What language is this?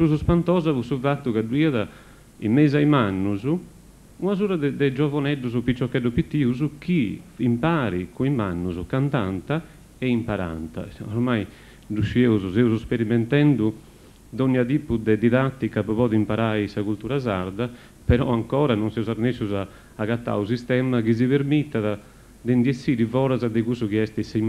Sardinian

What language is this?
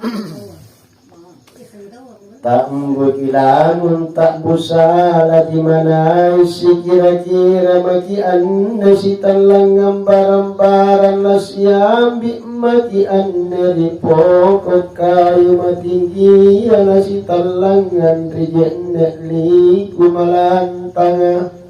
Makasar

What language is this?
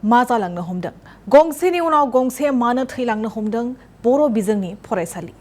Bodo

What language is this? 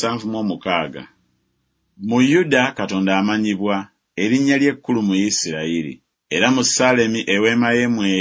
Ganda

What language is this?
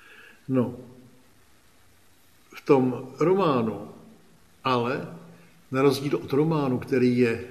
Czech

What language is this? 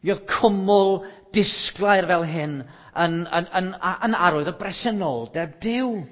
Welsh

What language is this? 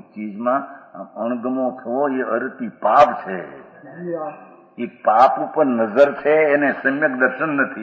Gujarati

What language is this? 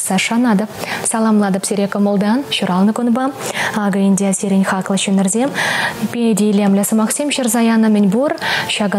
Chuvash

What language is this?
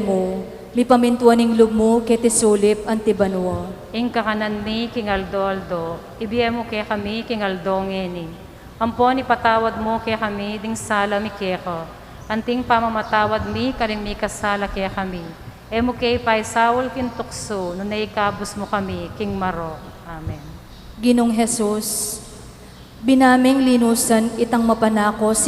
Pampanga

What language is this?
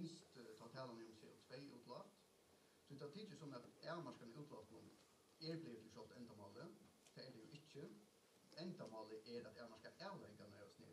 Faroese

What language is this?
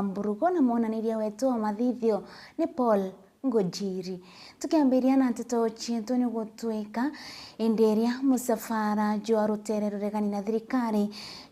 Meru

